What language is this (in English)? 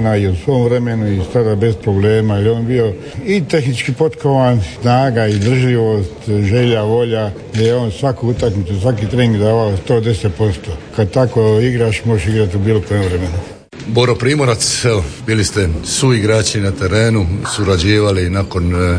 Croatian